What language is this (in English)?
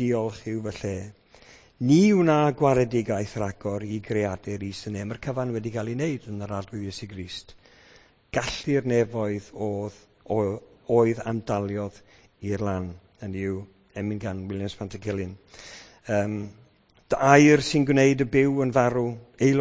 Welsh